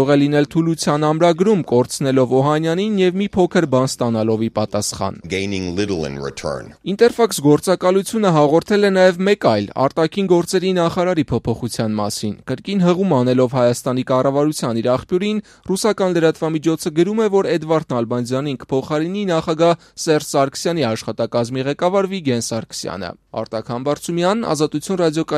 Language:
Armenian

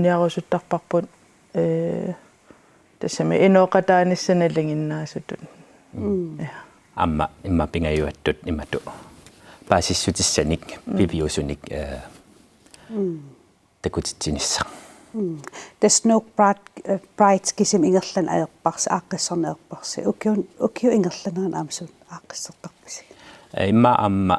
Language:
Kalaallisut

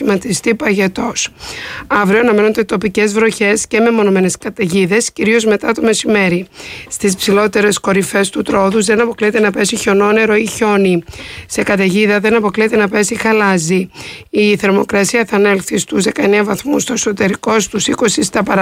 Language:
Greek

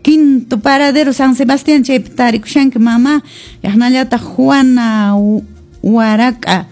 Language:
Quechua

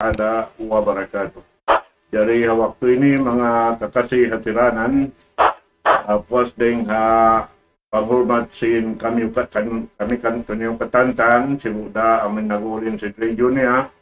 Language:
Tausug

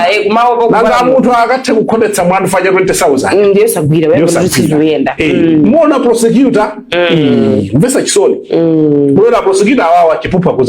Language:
Nyanja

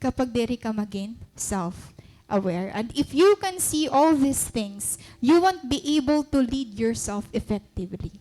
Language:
Waray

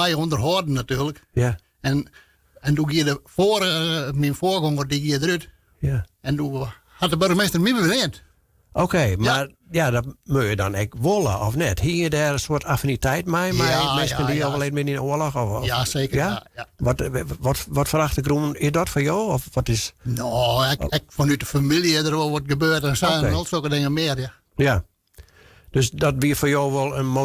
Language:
Western Frisian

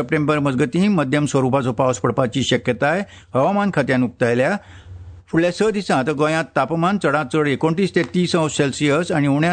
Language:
Konkani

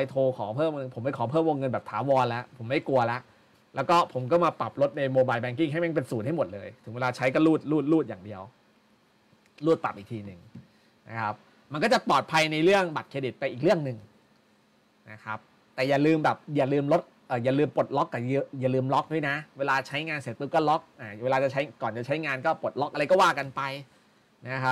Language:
Thai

